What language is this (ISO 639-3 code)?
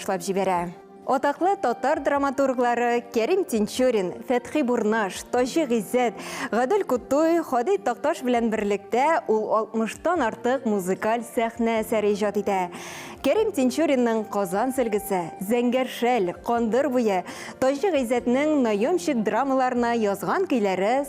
tat